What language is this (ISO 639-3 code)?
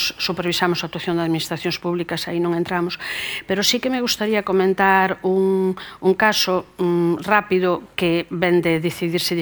glg